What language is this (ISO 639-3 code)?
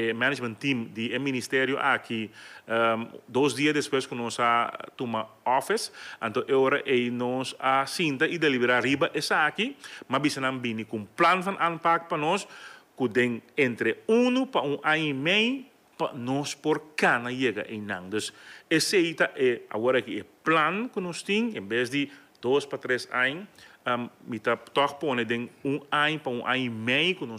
pap